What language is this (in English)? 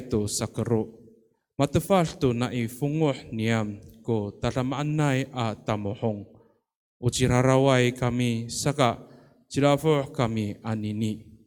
Amis